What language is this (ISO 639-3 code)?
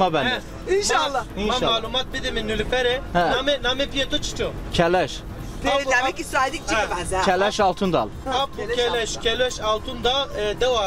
zza